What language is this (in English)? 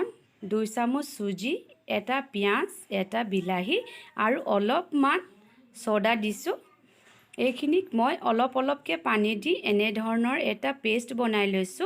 Assamese